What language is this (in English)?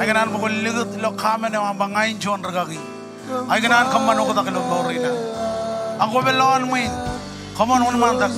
Marshallese